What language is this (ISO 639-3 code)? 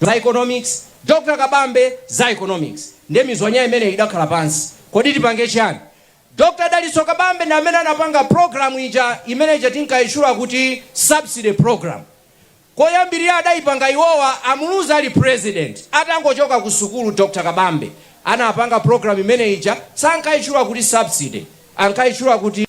nya